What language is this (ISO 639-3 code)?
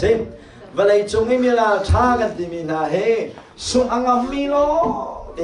cnh